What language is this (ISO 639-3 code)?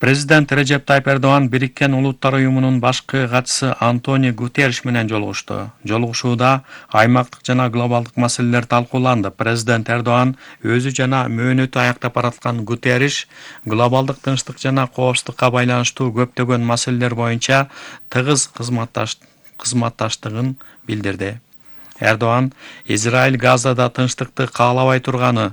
kir